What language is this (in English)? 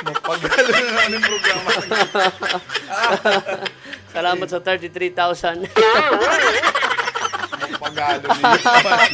Bikol